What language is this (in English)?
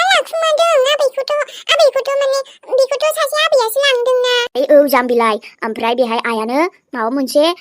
Bodo